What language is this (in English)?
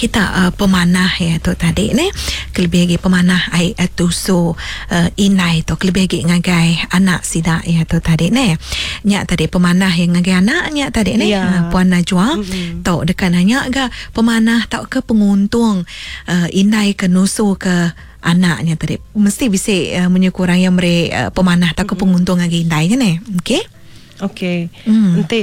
Iban